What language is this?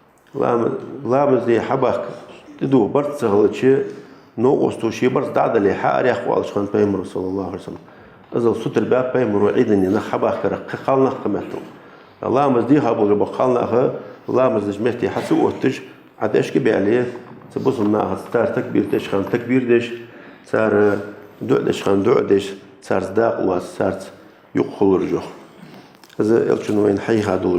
Ingush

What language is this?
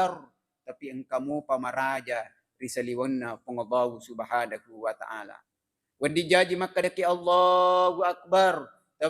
Buginese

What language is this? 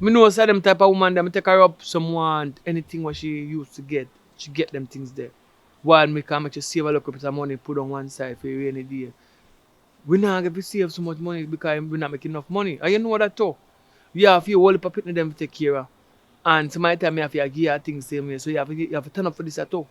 Jamaican Creole English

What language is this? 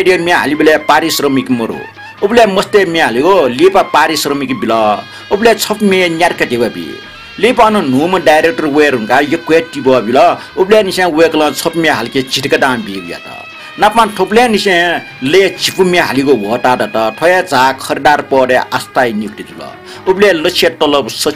Newari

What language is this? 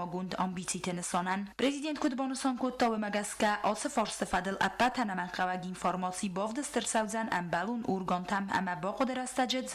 Ossetic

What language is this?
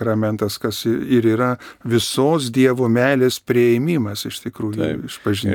Lithuanian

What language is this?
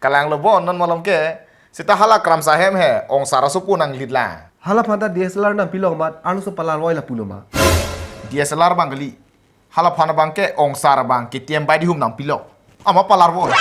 Karbi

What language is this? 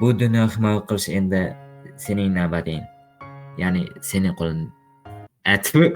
Uzbek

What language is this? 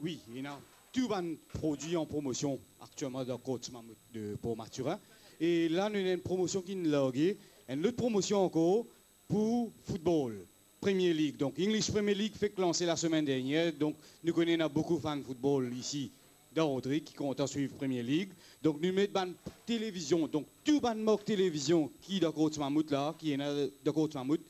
Morisyen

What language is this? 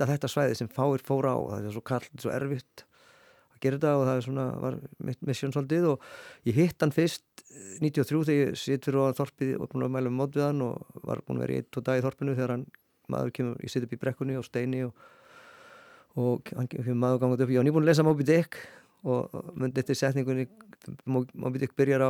Icelandic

